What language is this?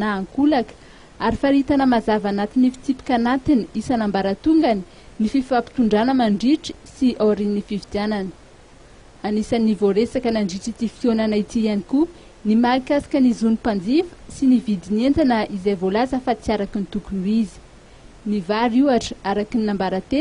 Malagasy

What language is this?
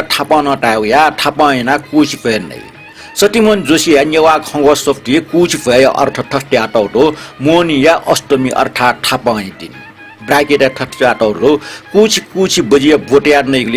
Newari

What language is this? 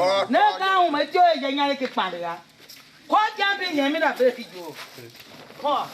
Tiv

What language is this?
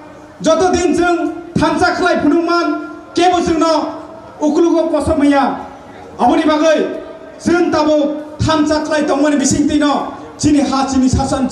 Kok Borok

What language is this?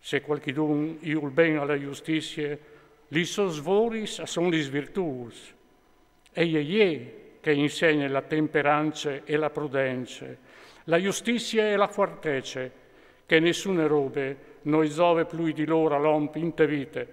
Friulian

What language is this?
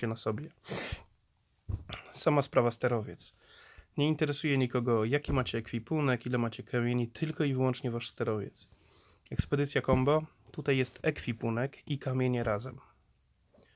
Polish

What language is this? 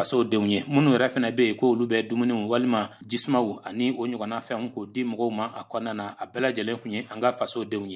Bambara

